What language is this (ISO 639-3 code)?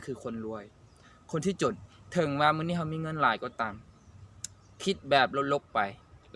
lao